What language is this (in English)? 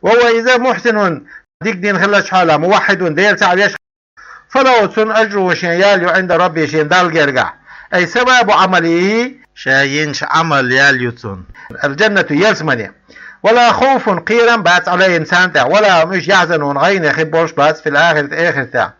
Chechen